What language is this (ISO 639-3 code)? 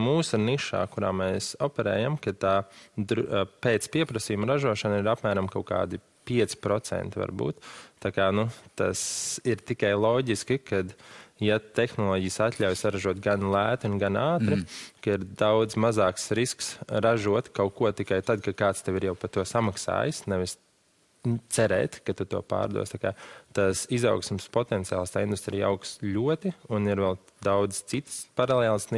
lav